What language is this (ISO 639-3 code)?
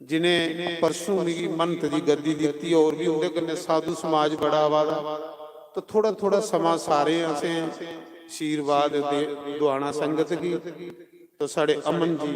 doi